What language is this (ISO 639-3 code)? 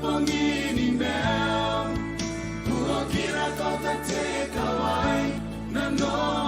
gil